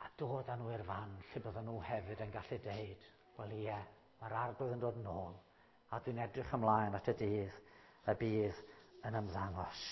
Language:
Welsh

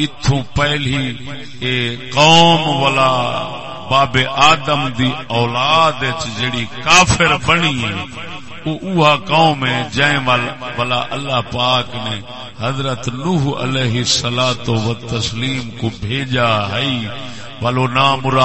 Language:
Saraiki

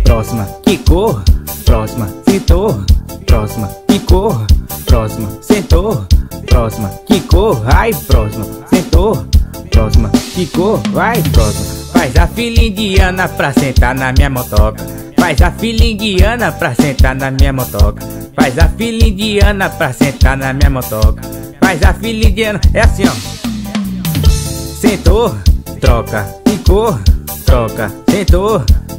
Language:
Portuguese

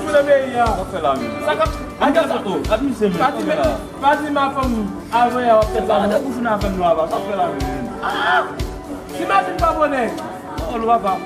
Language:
Haitian Creole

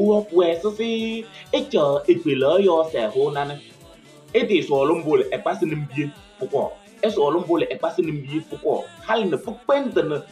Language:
Kabiyè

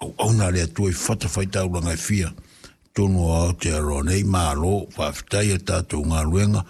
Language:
Samoan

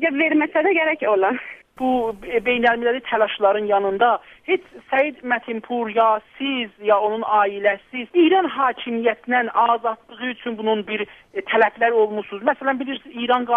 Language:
South Azerbaijani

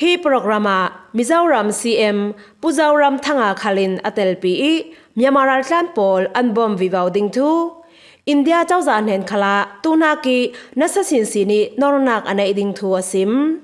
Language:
Falam Chin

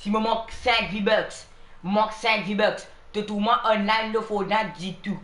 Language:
Morisyen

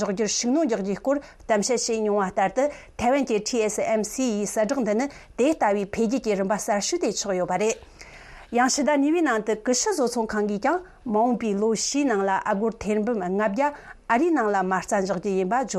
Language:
Tibetan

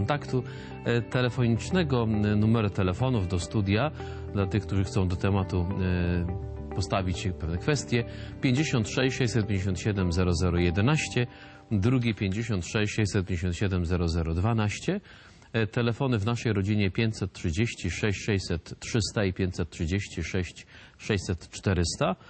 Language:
Polish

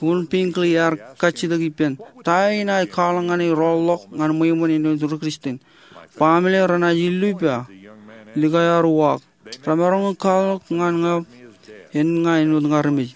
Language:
Marshallese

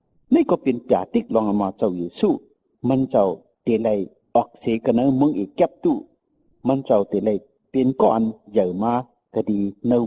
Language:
Shan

